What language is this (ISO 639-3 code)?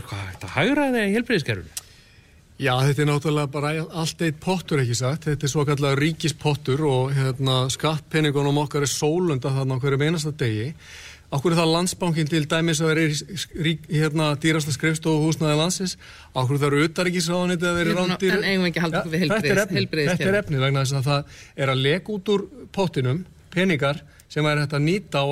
isl